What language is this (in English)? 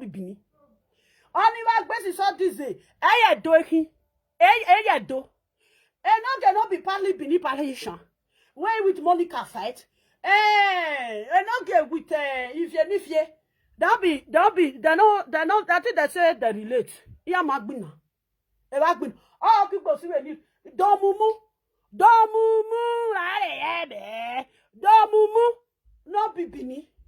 Nigerian Pidgin